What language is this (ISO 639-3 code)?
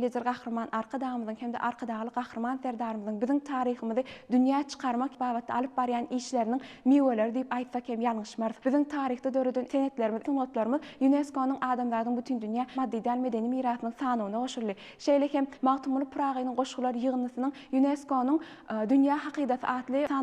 tuk